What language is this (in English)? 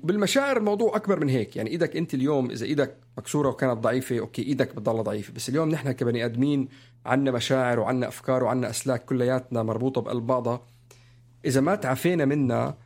North Levantine Arabic